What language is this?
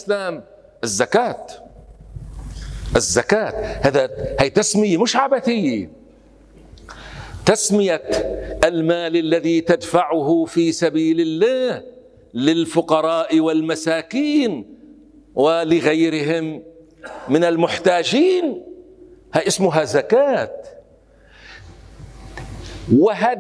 Arabic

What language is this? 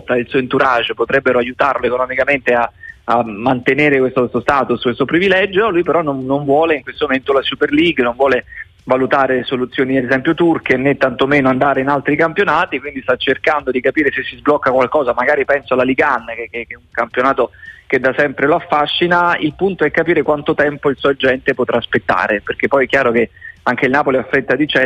Italian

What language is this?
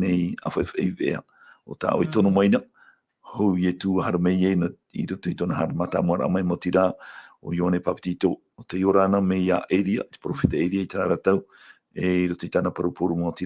Tahitian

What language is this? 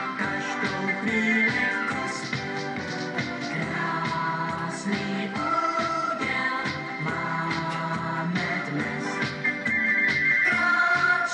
Czech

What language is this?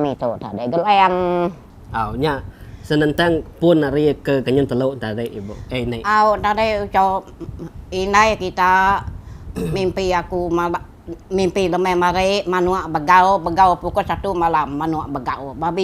Iban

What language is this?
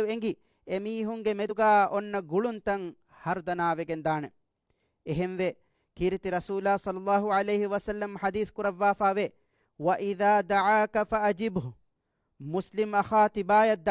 Divehi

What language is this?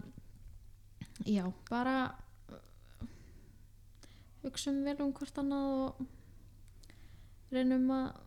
Icelandic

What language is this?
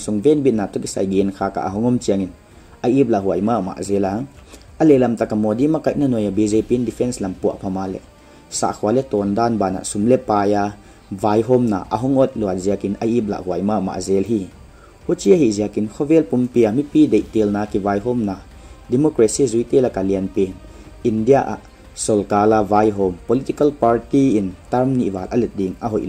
Paite Chin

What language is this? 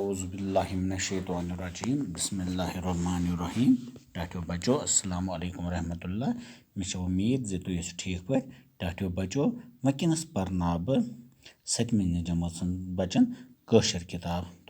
Kashmiri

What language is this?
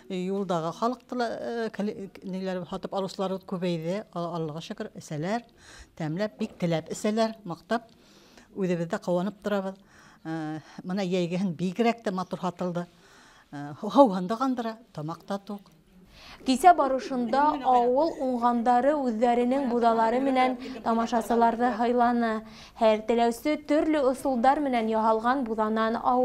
Bashkir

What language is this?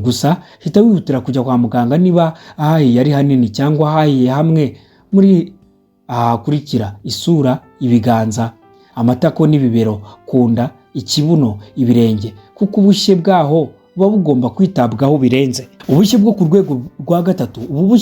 Kinyarwanda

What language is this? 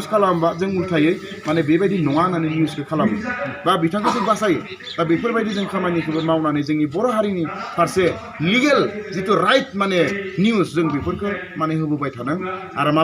Bodo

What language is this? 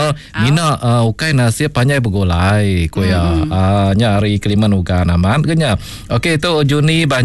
Iban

